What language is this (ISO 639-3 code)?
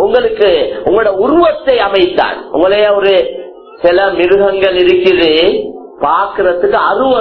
tam